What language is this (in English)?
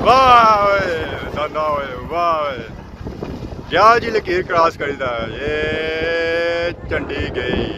Pahari-Potwari